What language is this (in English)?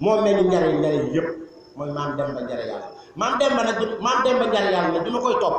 Wolof